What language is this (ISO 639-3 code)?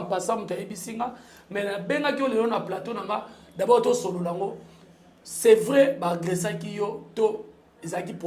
lin